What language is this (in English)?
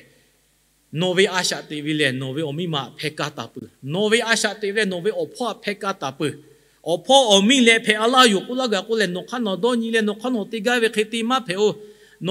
Lahu